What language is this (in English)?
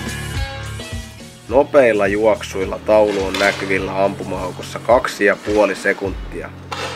Finnish